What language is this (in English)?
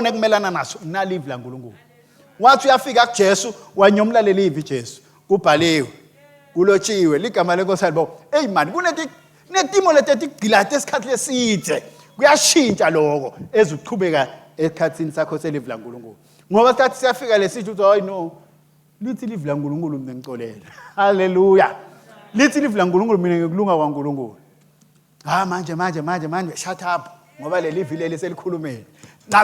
Swati